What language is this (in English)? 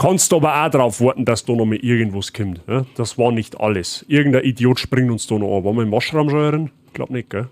Bavarian